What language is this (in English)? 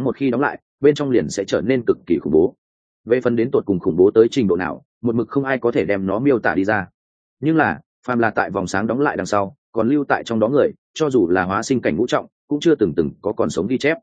Vietnamese